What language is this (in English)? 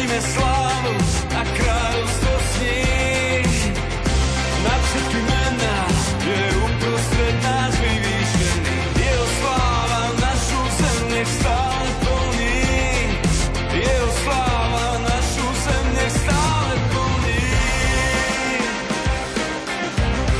Slovak